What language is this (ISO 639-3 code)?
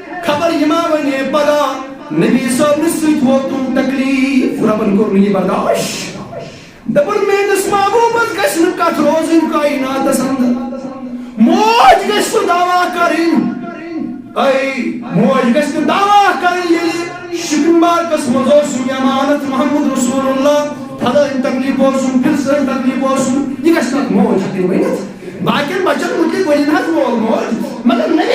kas